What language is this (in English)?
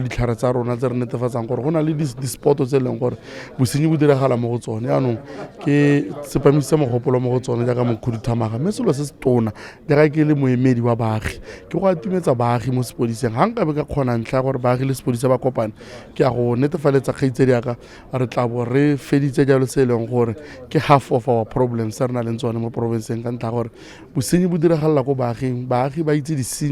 Tswana